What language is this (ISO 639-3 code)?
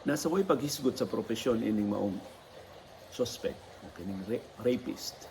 ceb